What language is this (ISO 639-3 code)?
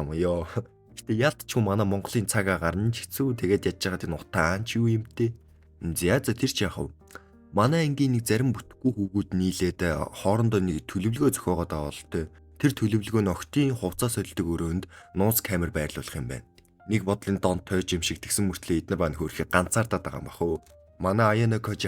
mon